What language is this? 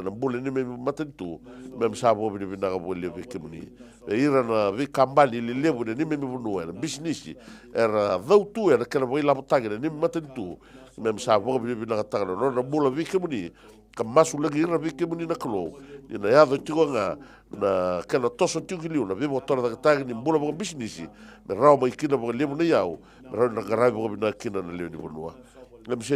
Fijian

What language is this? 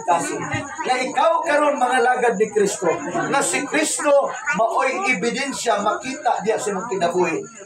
Cebuano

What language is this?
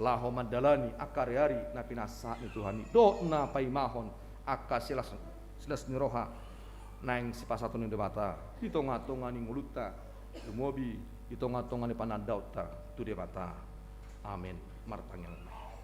Batak Toba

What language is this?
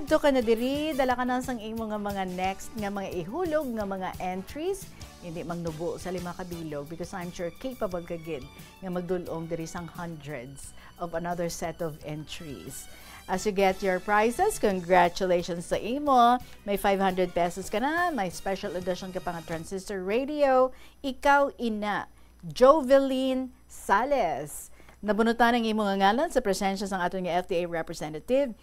Hiligaynon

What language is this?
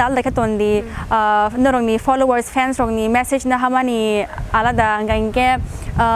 Kok Borok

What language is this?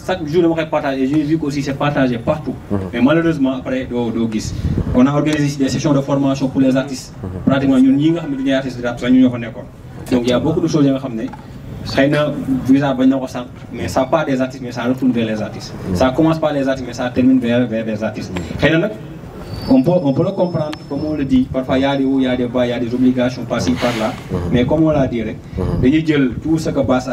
Wolof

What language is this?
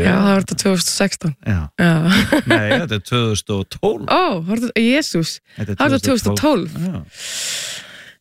Icelandic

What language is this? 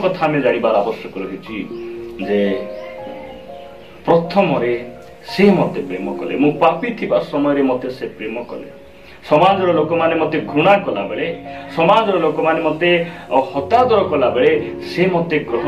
Odia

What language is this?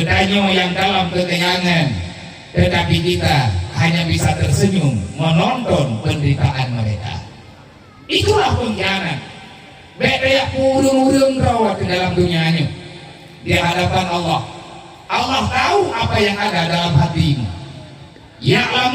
Achinese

